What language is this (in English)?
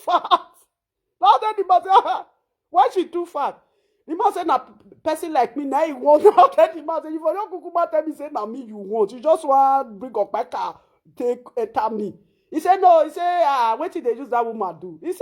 Nigerian Pidgin